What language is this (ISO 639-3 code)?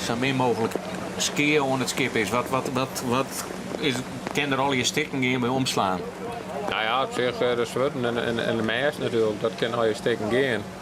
fry